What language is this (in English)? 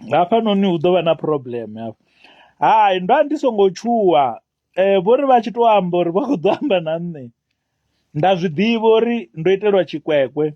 Venda